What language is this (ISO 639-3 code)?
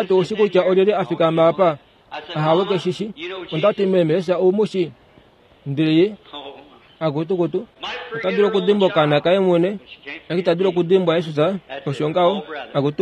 kua